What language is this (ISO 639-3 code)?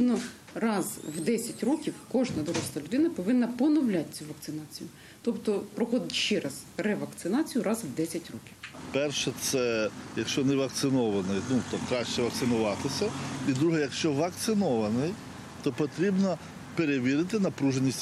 ukr